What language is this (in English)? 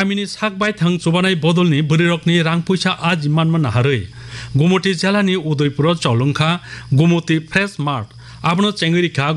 Kok Borok